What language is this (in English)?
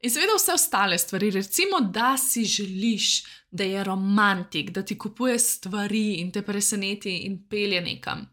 Slovenian